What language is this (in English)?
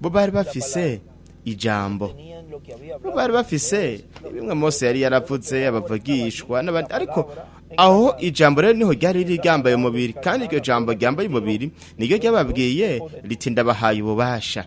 Rundi